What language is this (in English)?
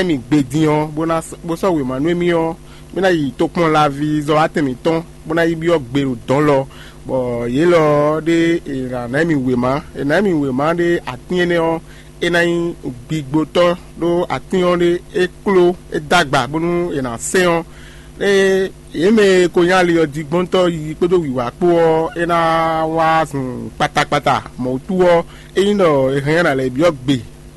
Fon